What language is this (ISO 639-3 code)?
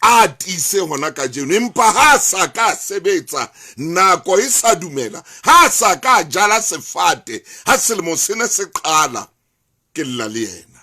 sot